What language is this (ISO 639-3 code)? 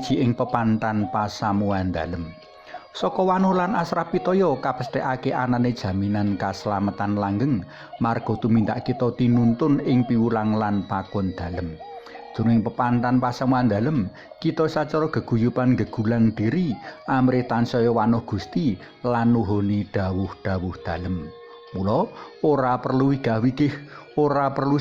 jav